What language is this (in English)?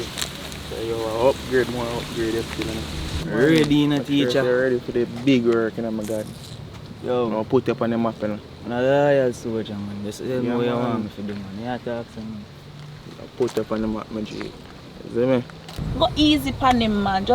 Jamaican Creole English